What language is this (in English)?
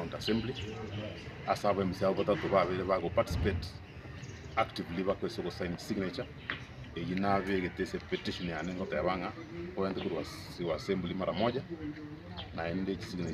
Gusii